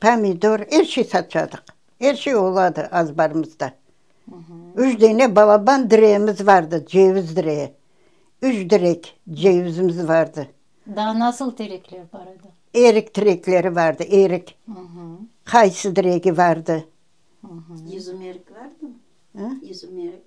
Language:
Crimean Tatar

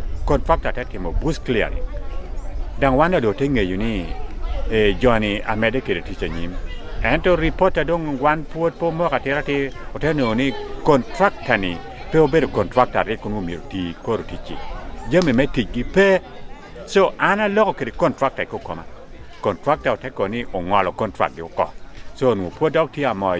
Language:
Acoli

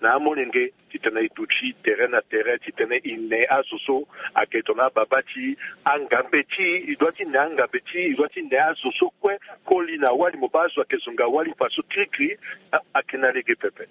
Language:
Sango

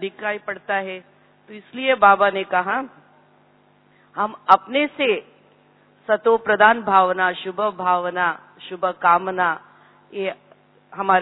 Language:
Hindi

